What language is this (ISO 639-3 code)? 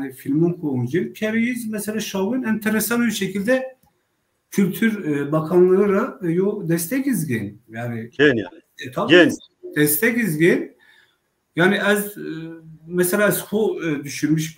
zza